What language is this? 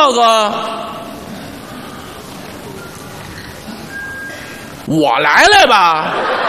Chinese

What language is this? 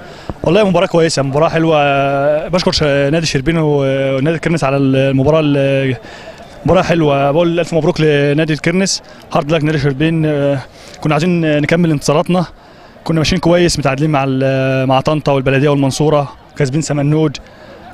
Egyptian Arabic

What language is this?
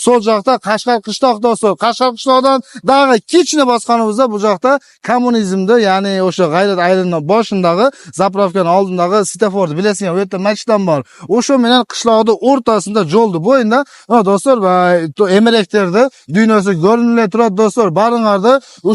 Uzbek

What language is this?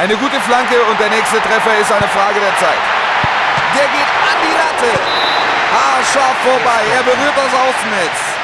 Bavarian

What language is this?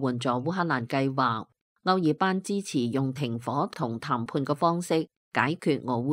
Cantonese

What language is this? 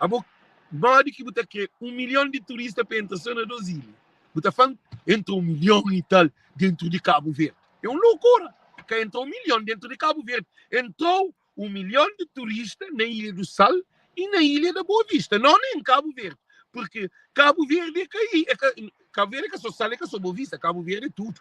Kabuverdianu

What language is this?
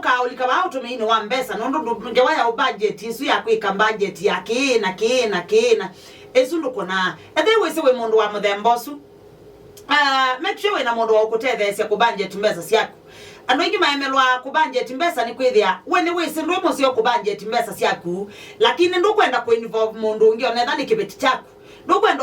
Kamba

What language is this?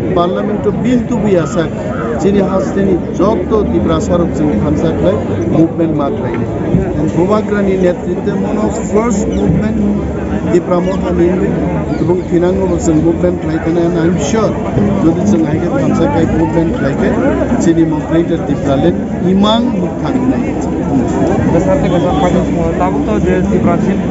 Kok Borok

